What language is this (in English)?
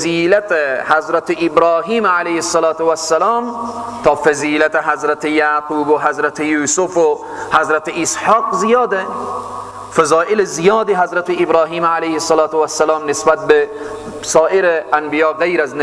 Persian